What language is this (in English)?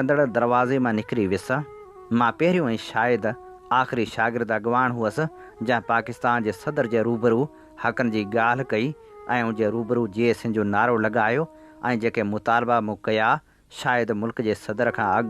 Sindhi